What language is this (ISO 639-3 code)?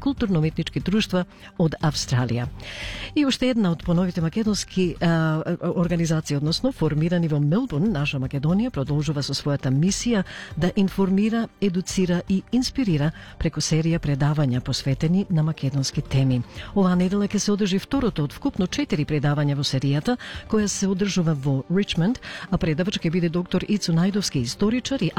mkd